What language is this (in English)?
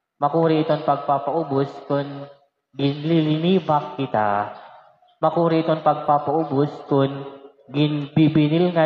Waray